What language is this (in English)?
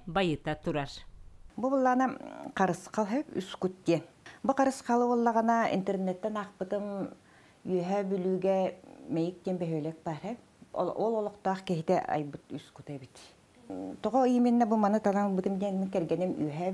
Yakut